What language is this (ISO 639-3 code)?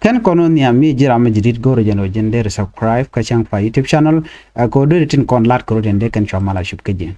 nus